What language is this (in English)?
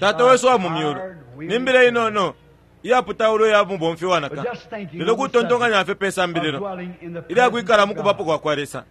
Bemba